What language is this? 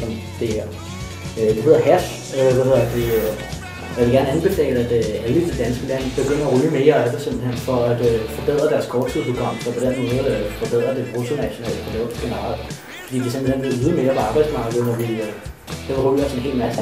Danish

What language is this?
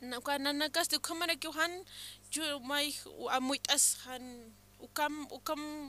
Aymara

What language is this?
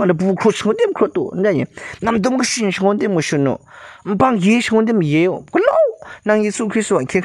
Kachin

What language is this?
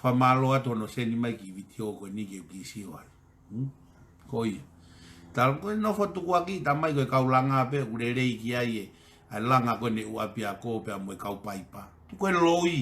Tongan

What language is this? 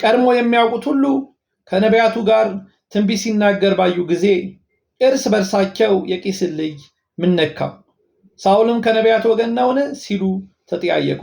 Amharic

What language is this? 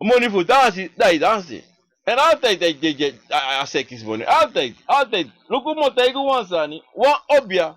Sranan Tongo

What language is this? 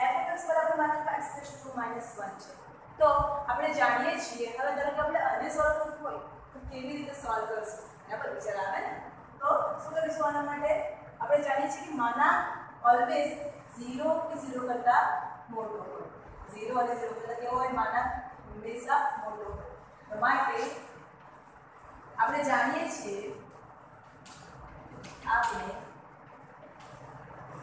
Gujarati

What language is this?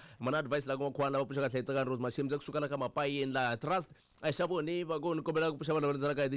Tsonga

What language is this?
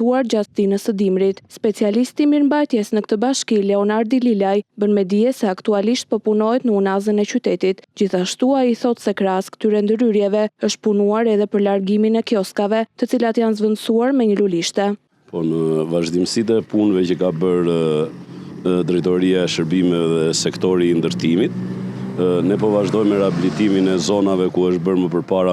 Albanian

